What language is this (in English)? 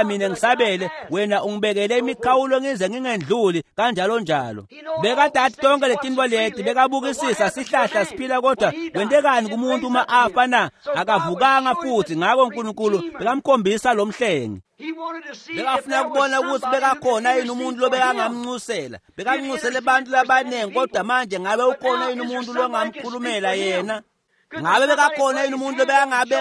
Swati